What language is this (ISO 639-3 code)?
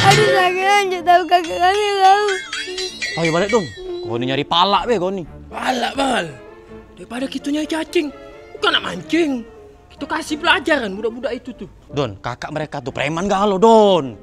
mui